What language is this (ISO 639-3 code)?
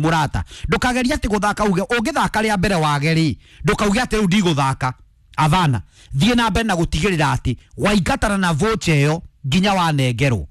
kik